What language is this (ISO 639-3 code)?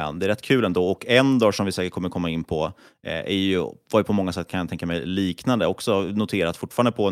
swe